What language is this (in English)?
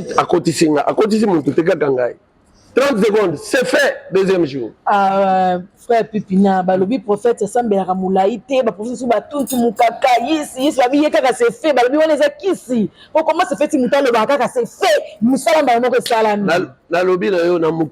Lingala